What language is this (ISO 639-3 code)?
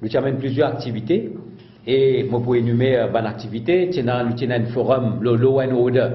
mfe